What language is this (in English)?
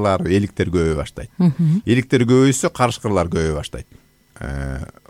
Kyrgyz